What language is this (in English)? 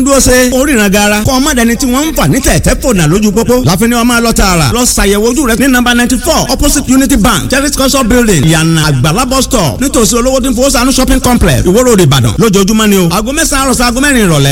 Yoruba